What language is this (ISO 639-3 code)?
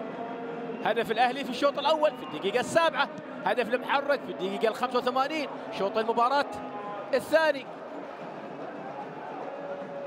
ara